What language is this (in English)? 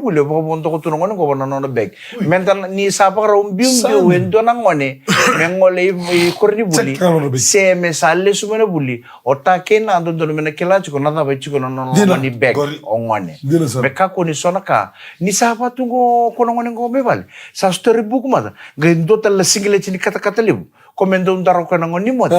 Fijian